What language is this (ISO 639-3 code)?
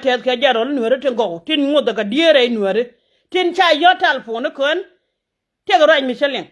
nus